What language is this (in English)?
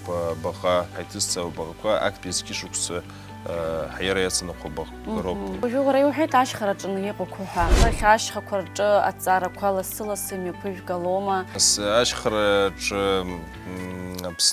Abkhazian